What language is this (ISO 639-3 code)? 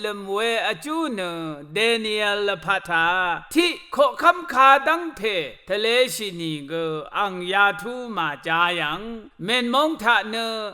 raw